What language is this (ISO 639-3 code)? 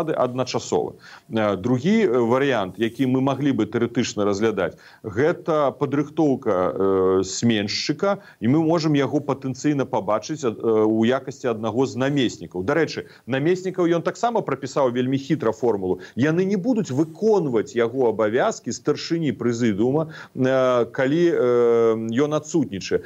bel